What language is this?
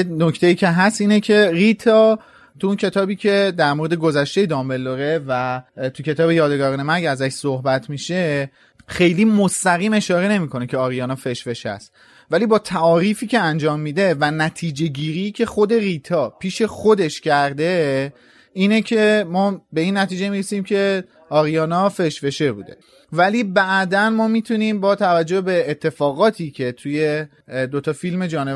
Persian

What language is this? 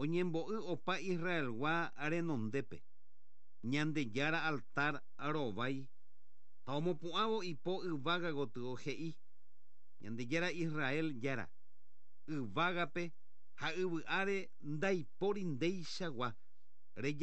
Guarani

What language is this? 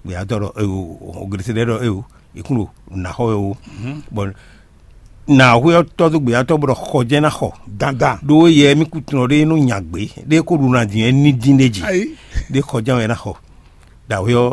Fon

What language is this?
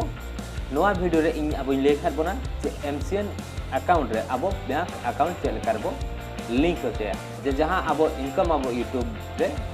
Santali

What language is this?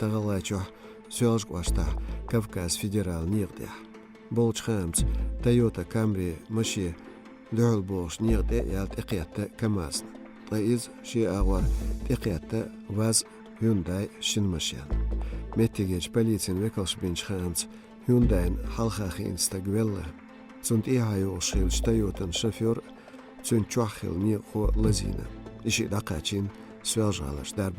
Chechen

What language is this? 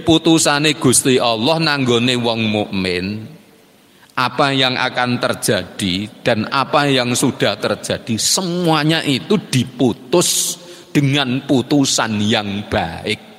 Indonesian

